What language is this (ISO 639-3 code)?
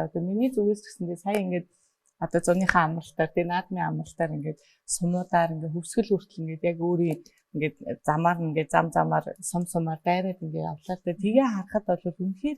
mon